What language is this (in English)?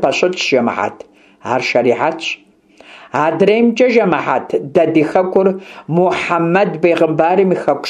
Kabardian